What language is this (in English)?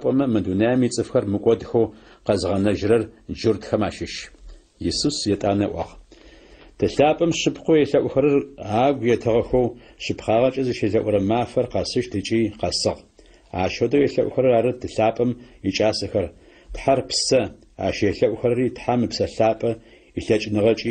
Adyghe